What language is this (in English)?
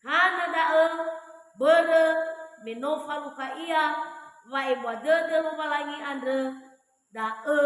Nias